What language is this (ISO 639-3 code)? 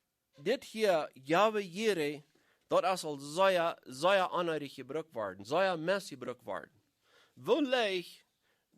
pdt